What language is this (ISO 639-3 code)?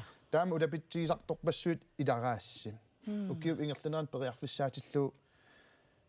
kal